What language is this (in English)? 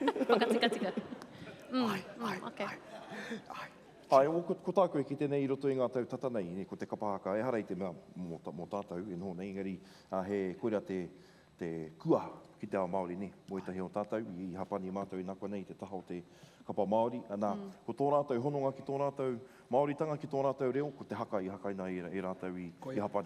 Māori